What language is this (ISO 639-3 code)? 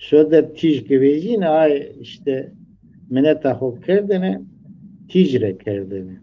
zza